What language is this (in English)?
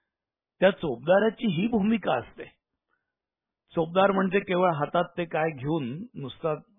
Marathi